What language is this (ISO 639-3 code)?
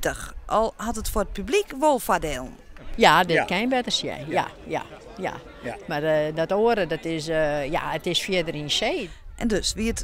fry